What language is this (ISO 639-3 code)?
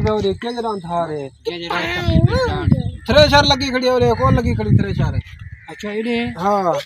skr